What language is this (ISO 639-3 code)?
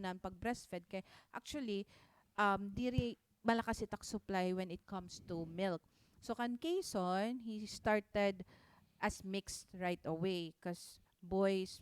war